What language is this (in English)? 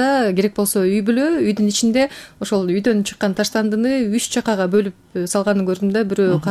Kyrgyz